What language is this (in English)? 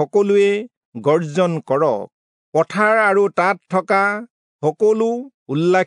Assamese